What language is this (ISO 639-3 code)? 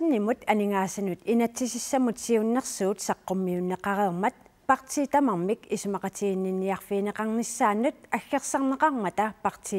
kal